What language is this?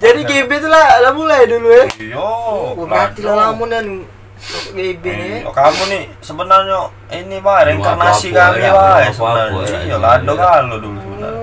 Musi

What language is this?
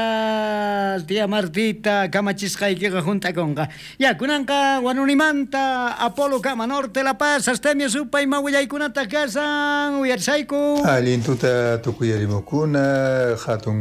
South Bolivian Quechua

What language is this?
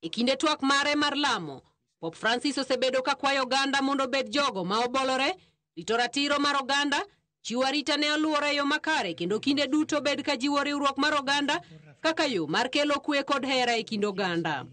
Luo (Kenya and Tanzania)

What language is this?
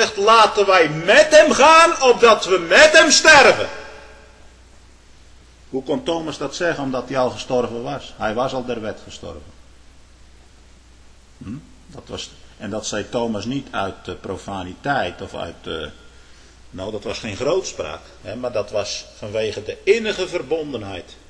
Dutch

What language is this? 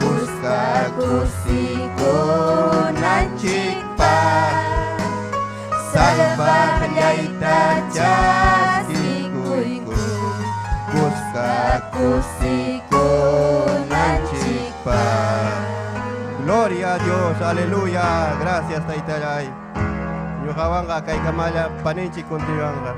Ayacucho Quechua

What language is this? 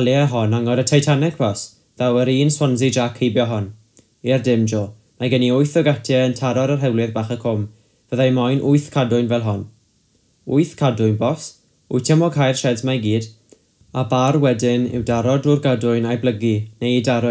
Welsh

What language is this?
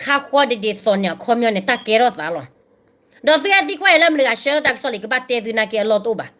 S'gaw Karen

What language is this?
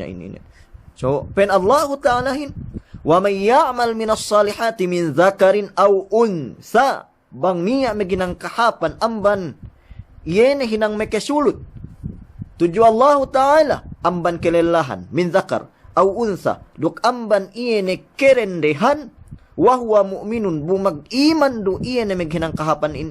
Yakan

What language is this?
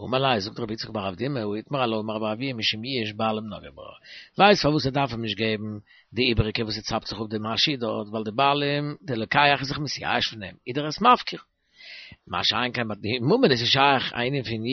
Yiddish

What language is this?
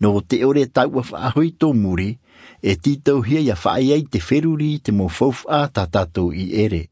Tahitian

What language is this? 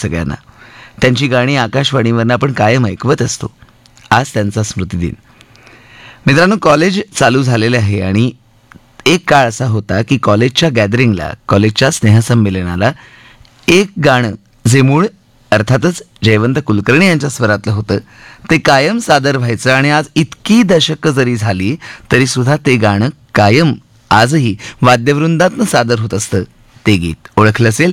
Marathi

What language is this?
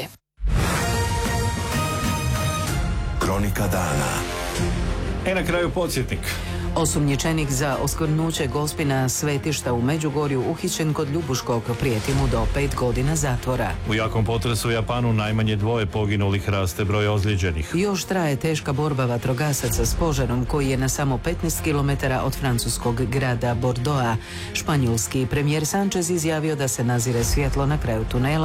Croatian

